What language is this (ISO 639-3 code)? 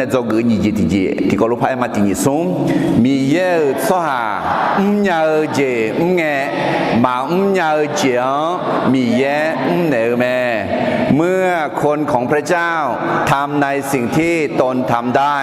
ahk